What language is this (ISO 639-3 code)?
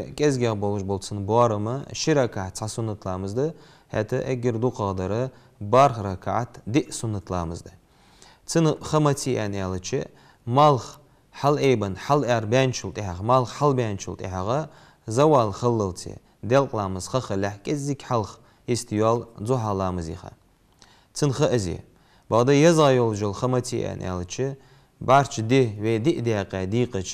inh